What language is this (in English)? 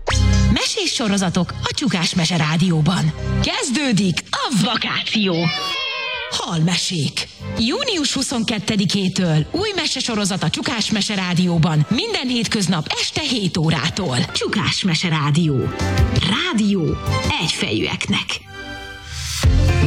Hungarian